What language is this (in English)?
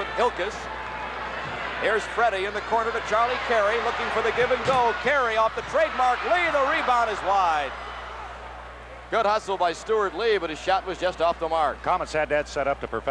English